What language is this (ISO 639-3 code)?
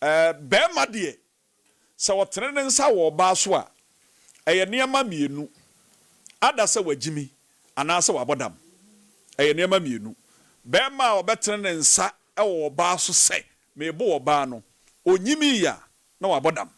aka